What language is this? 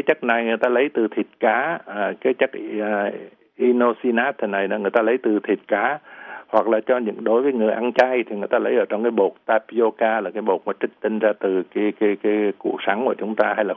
Vietnamese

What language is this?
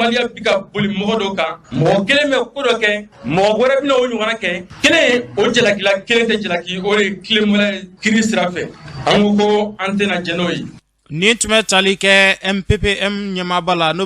Bambara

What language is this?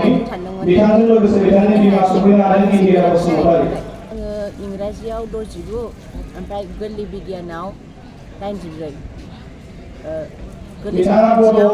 Bodo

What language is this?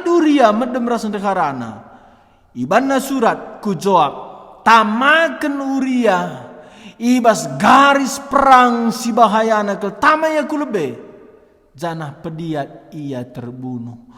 Batak Karo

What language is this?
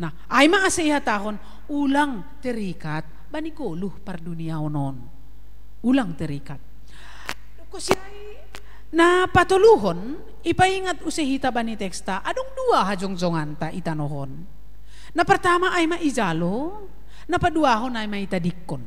Batak Simalungun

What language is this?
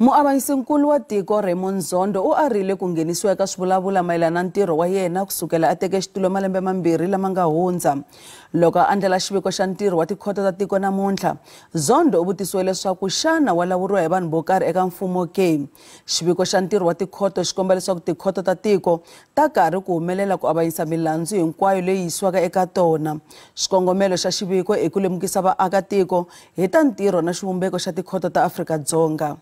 Tsonga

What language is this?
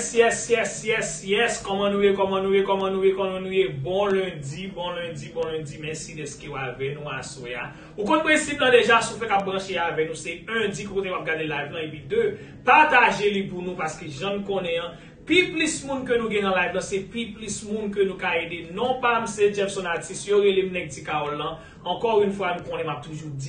Haitian Creole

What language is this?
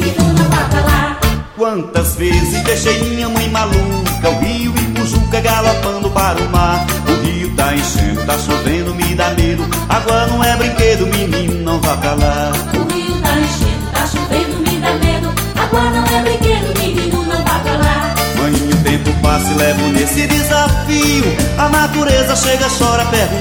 Portuguese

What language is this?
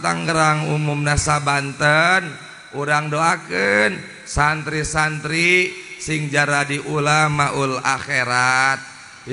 Sundanese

